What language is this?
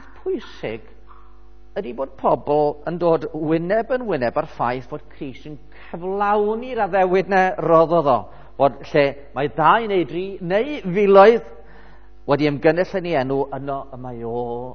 Welsh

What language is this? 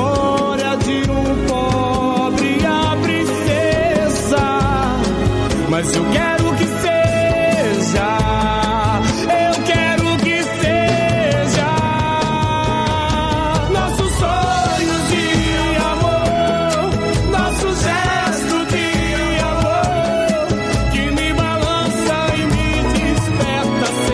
Portuguese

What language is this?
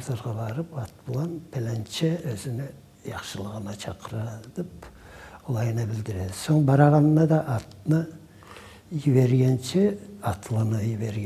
Kumyk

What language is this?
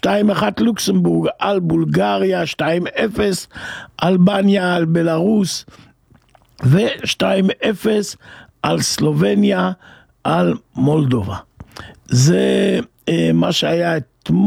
Hebrew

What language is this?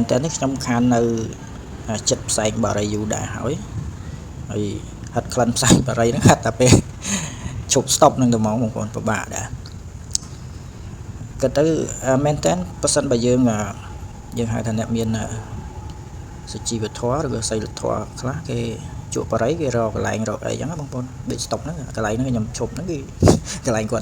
Khmer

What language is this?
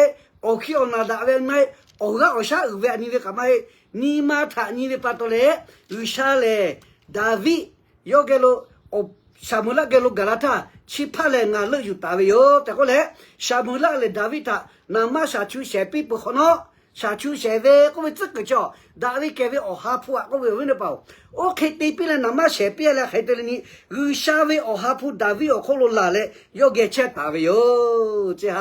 Lahu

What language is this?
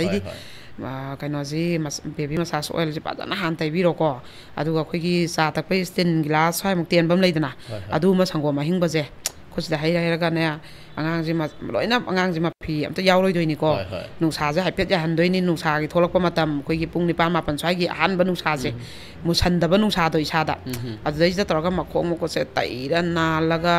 Manipuri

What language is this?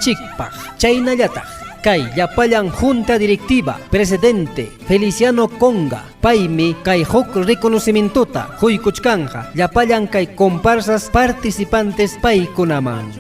Ayacucho Quechua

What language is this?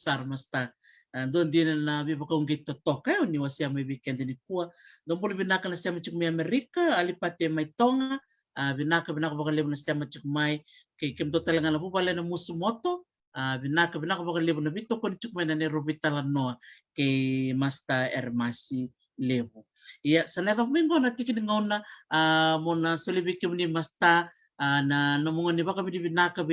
Fijian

